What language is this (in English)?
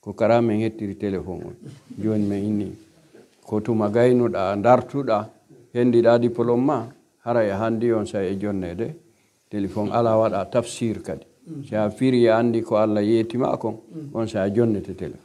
Pular